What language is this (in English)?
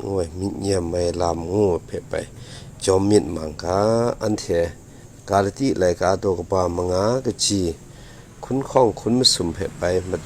Kachin